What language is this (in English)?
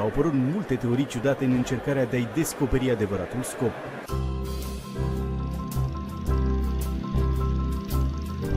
Romanian